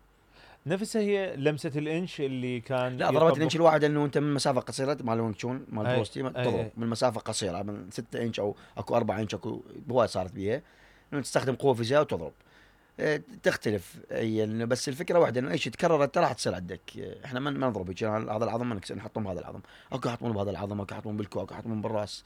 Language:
Mesopotamian Arabic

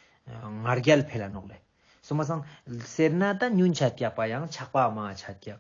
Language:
Ladakhi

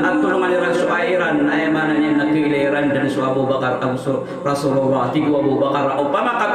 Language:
Maranao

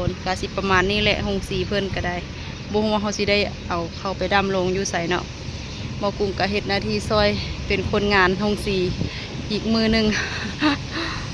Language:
Lao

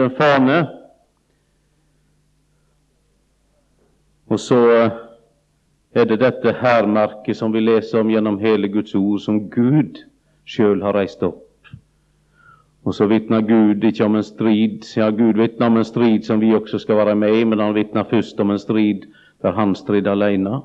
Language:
Norwegian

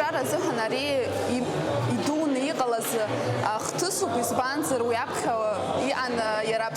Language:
Abkhazian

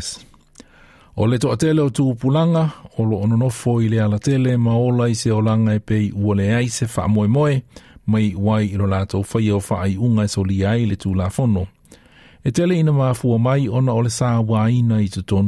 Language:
Samoan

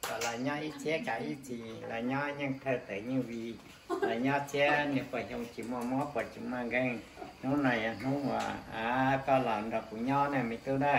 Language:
Hmong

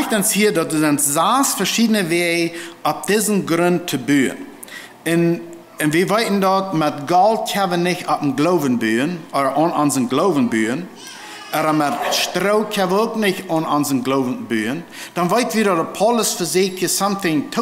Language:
Plautdietsch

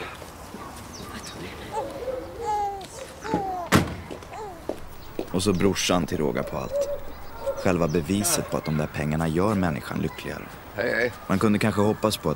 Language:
Swedish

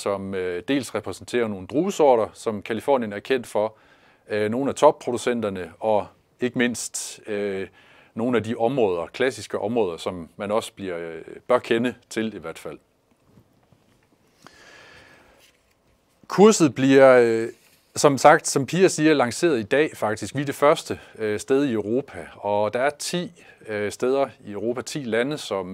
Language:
Danish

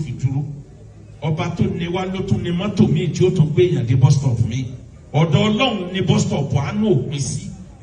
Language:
Yoruba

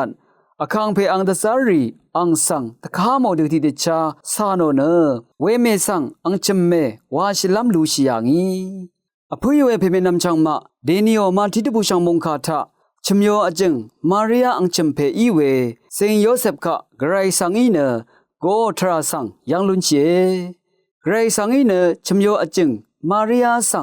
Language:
Rawang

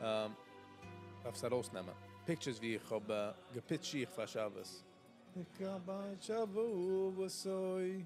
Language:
Yiddish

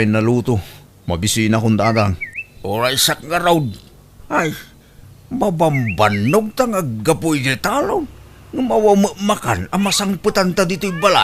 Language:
Iloko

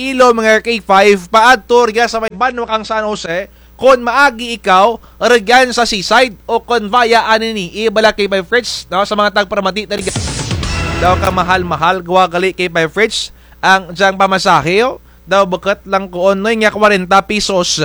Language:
Kinaray-a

